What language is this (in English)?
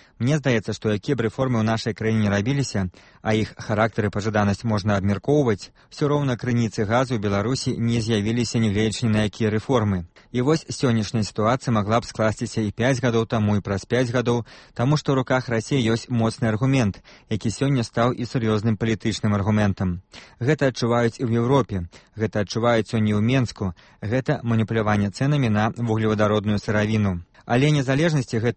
Belarusian